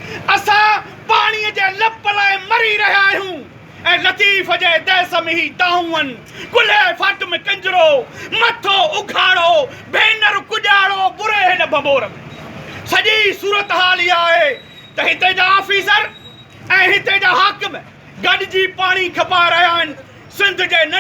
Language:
Sindhi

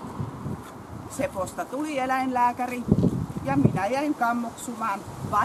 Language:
Finnish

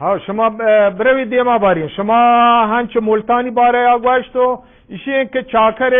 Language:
Eastern Balochi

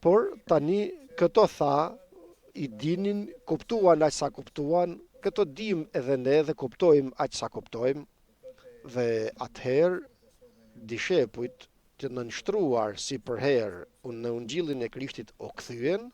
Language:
Albanian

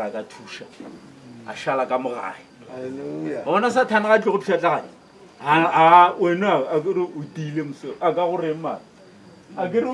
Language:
Northern Sotho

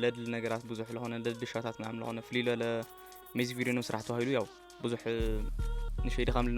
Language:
Tigrinya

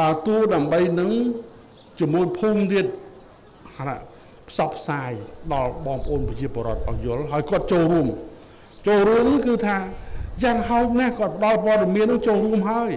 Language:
Khmer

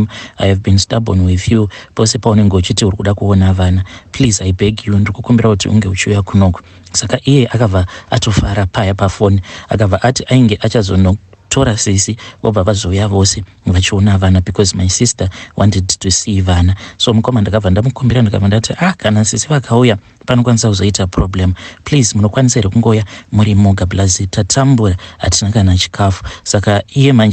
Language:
Shona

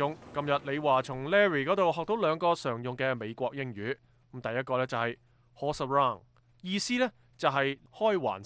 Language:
Cantonese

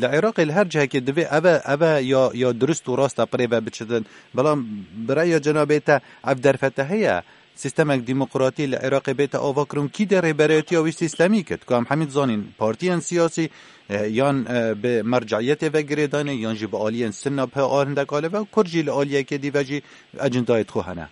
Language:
Kurdish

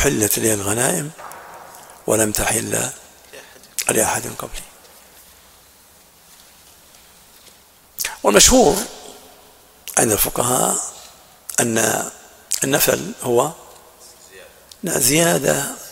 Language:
Arabic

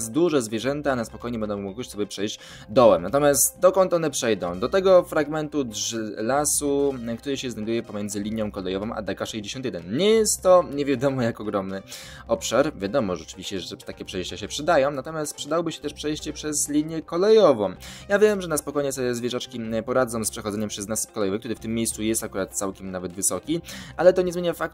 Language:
Polish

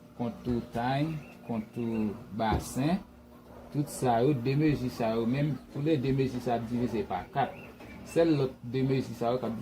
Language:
Haitian Creole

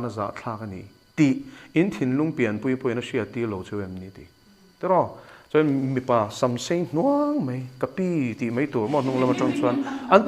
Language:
Mizo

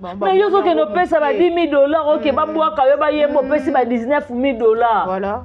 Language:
Lingala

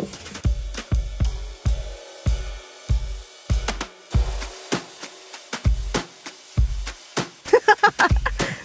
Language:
Russian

